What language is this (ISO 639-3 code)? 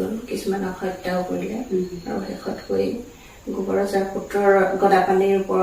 asm